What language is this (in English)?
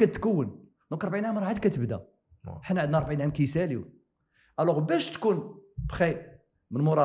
Moroccan Arabic